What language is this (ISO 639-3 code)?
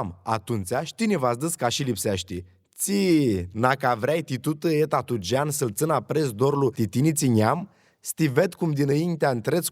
rup